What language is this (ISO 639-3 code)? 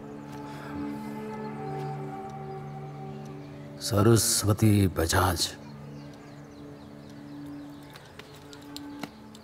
guj